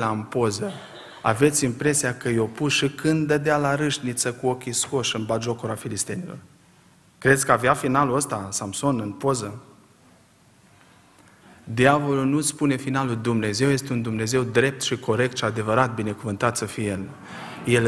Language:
Romanian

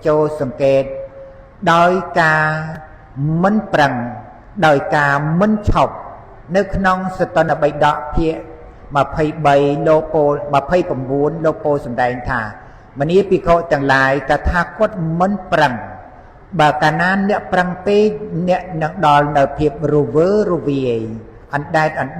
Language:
Khmer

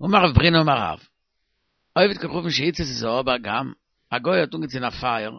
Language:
Yiddish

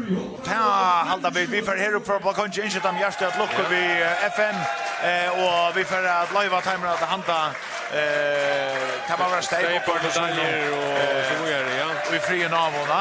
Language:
Faroese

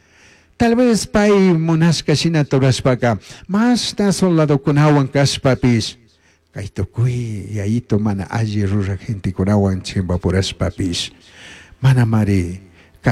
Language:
Chimborazo Highland Quichua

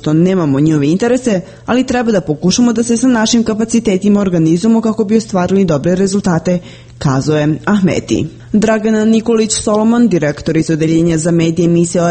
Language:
Serbian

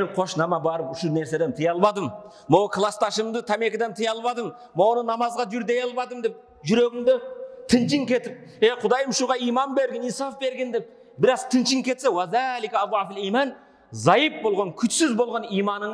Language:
Kyrgyz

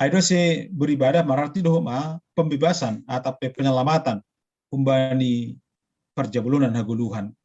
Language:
Batak Simalungun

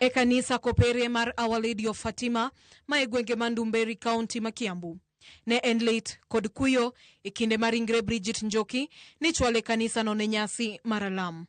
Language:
Luo (Kenya and Tanzania)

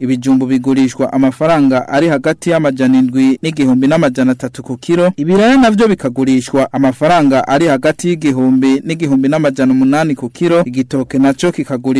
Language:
Rundi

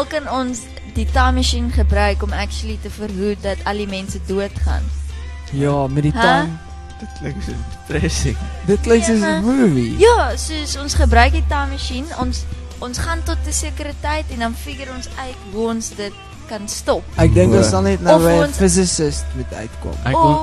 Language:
Afrikaans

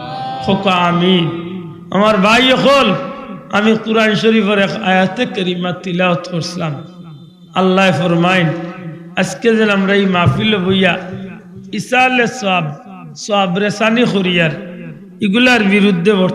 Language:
Sylheti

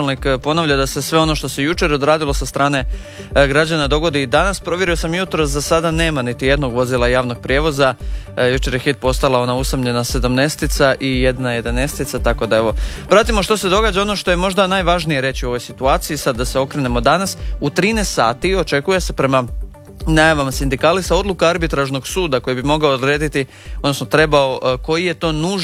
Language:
Croatian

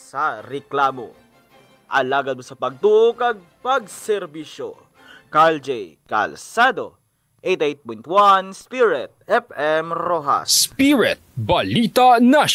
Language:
Hiligaynon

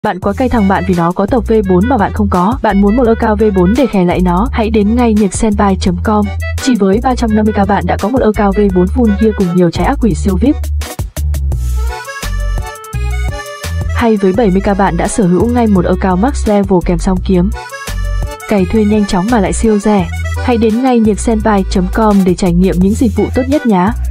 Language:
Vietnamese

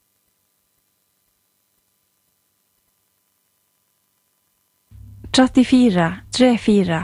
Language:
Norwegian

